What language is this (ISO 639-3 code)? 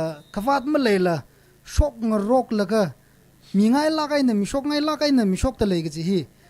nmf